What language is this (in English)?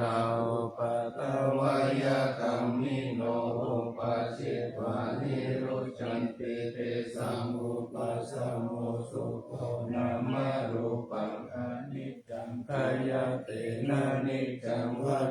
Pali